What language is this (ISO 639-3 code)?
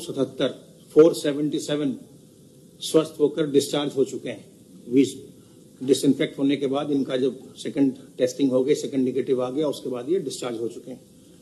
hin